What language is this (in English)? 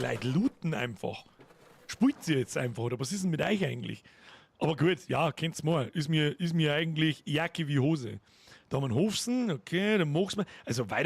Bavarian